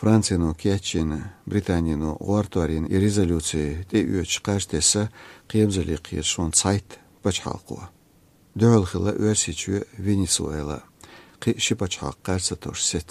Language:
Chechen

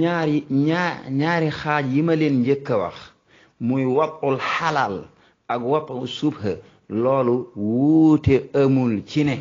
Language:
Wolof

